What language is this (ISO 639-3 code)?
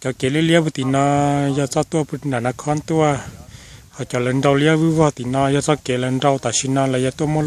hmn